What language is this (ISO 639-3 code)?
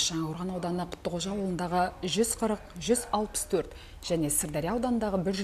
kaz